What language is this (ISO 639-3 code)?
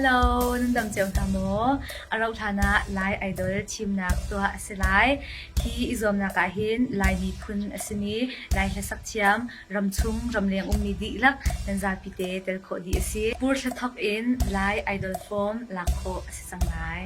cnh